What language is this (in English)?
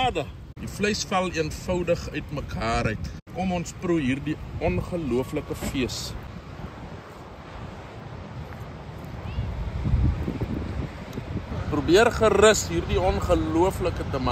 Afrikaans